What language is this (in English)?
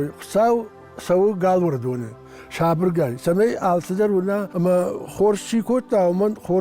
Ossetic